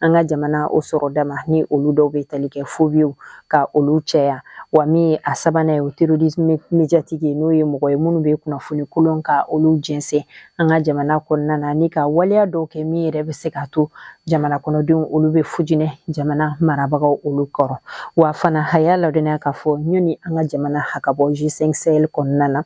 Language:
Bambara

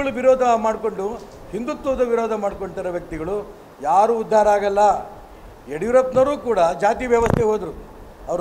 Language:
Kannada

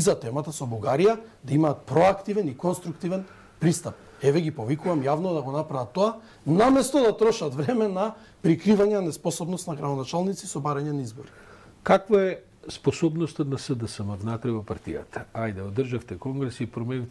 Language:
Macedonian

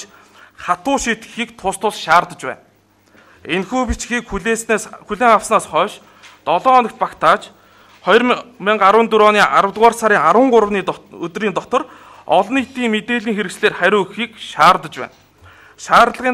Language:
Mongolian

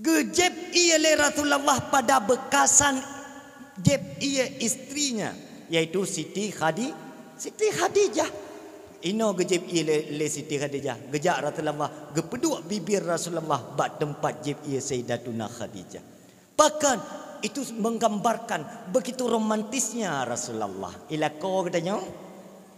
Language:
Achinese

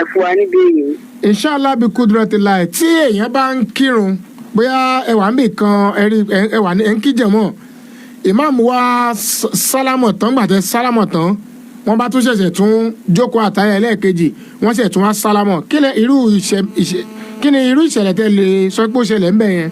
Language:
Yoruba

